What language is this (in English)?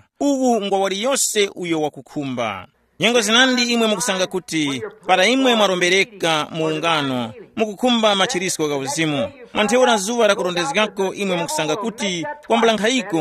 Tumbuka